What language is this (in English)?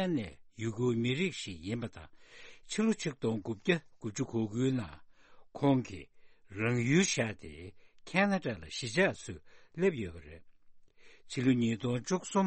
Tibetan